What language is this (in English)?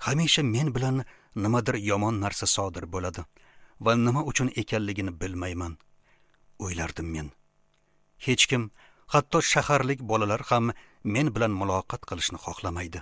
Uzbek